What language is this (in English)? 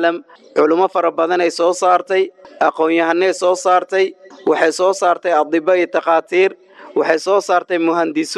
Somali